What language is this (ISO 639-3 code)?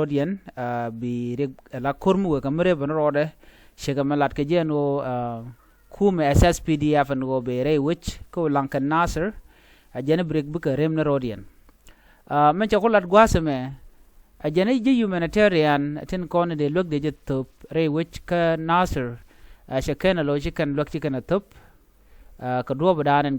nus